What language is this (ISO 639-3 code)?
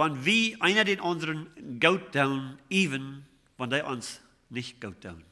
pdt